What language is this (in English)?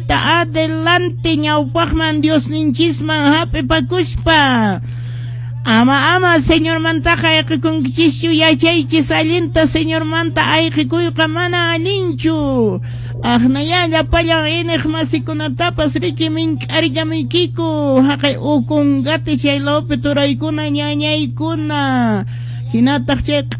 Quechua